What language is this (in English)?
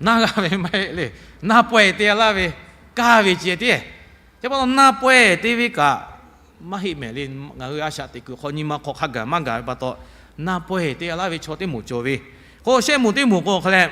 Lahu